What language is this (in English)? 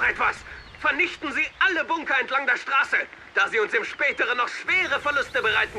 Bavarian